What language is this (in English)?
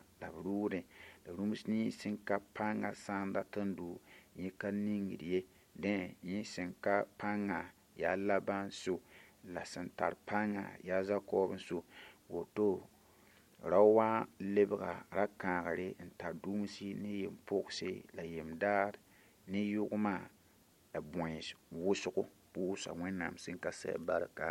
Mossi